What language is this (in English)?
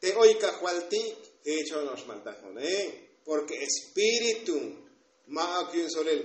Tzotzil